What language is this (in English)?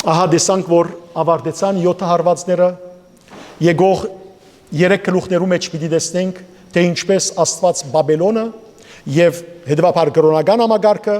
Western Armenian